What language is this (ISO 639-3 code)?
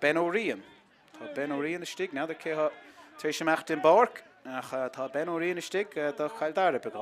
gle